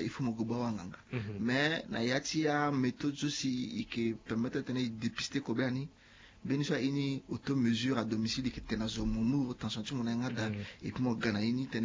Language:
Sango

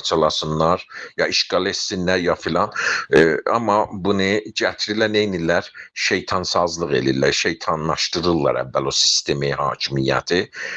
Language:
South Azerbaijani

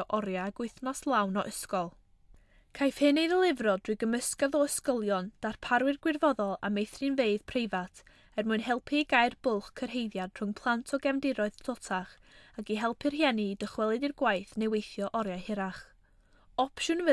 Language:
Welsh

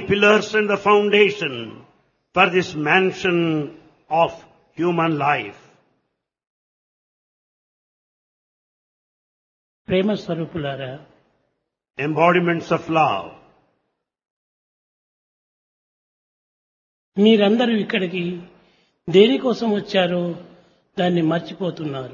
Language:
Telugu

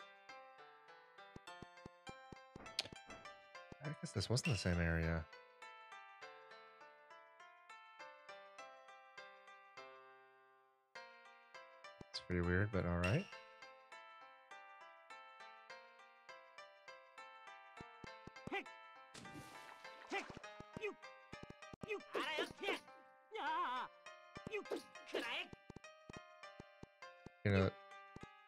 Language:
English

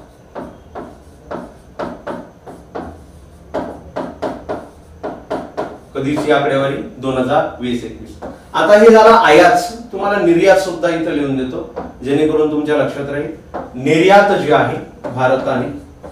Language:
Marathi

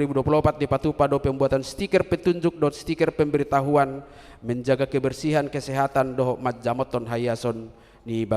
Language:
Batak Toba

